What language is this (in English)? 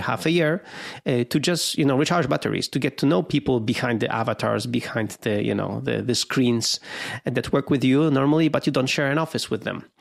English